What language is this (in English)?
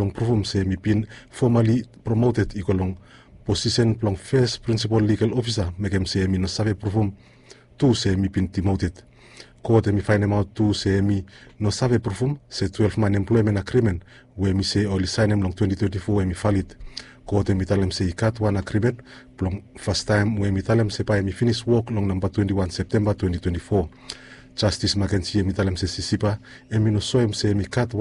Bislama